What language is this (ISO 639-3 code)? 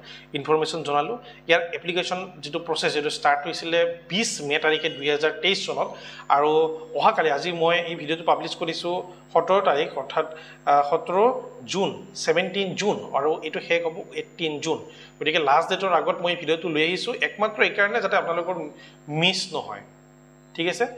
asm